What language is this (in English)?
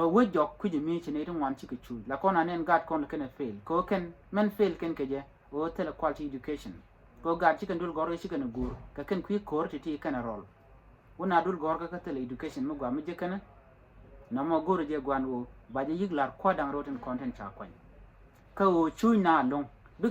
Nuer